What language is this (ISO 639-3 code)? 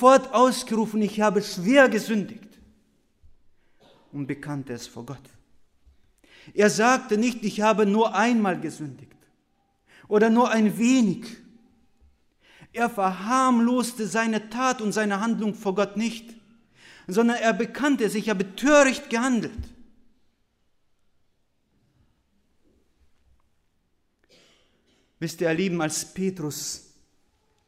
deu